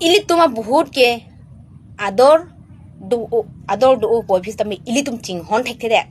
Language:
Karbi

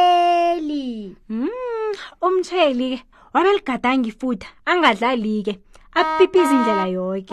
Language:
South Ndebele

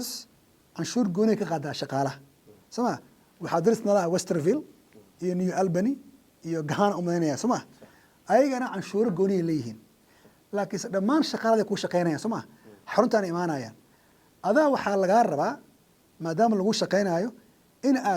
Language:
Somali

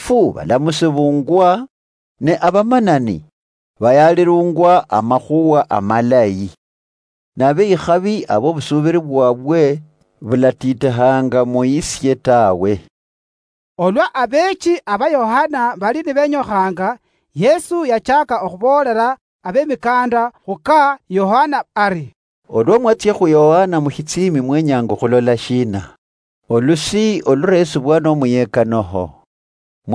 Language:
Luyia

